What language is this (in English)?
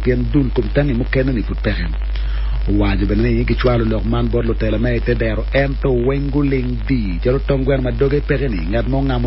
Acoli